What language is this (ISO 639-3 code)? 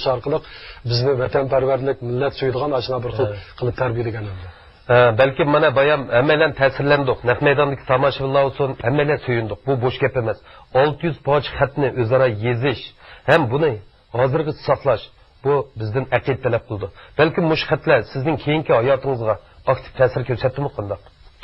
uig